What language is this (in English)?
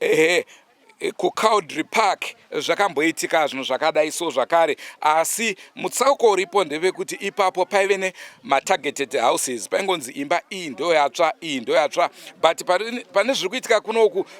Shona